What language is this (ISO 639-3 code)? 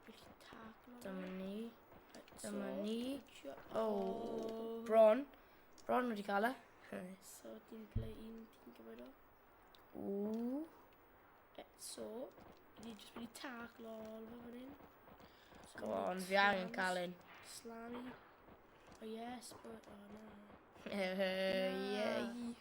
cym